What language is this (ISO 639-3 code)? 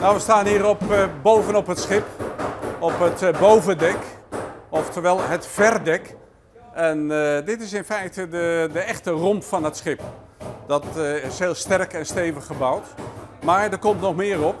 fry